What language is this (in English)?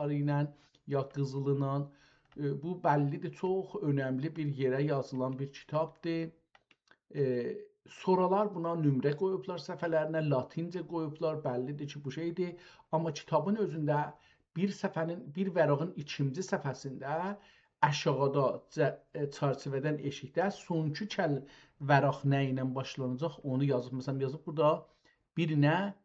South Azerbaijani